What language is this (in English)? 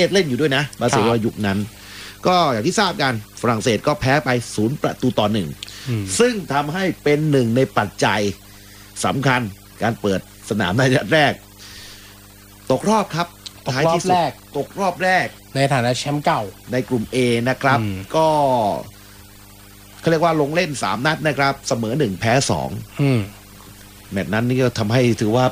Thai